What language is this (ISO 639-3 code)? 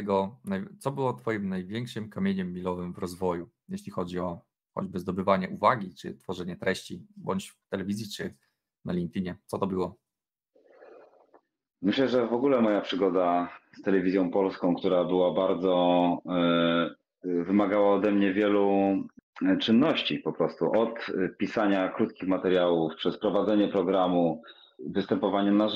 pol